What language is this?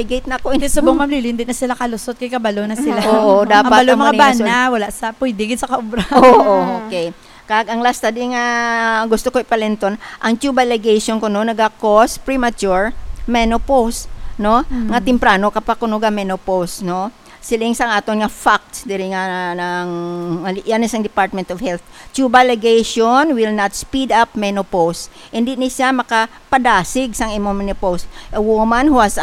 Hiligaynon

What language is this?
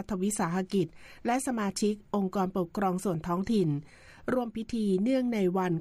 Thai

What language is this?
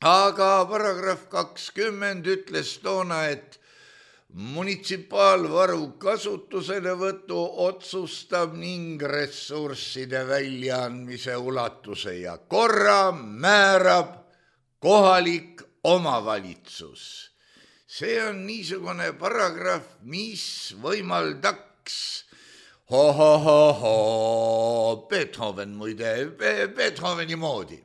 Estonian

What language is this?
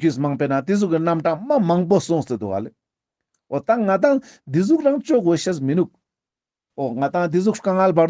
Ladakhi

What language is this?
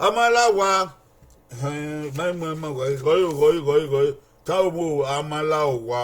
Bini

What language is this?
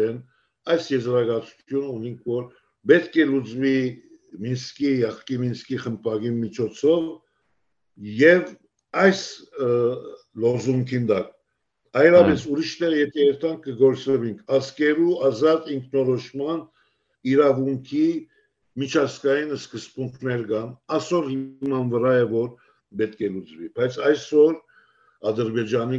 Western Armenian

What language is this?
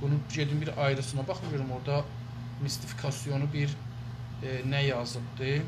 South Azerbaijani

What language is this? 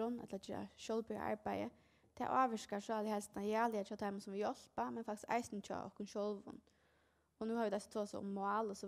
Faroese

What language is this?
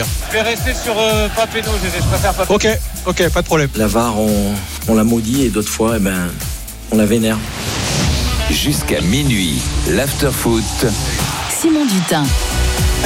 French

